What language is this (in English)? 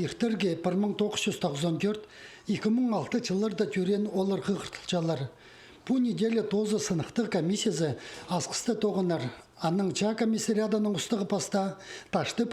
Khakas